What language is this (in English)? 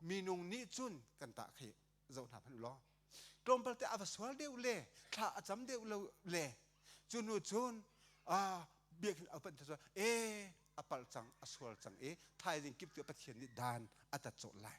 Hakha Chin